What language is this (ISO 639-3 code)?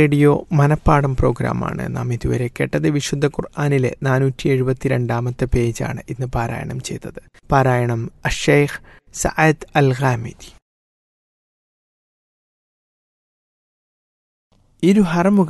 mal